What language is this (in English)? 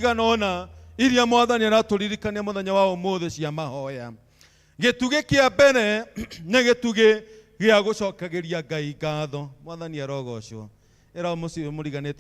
Kikuyu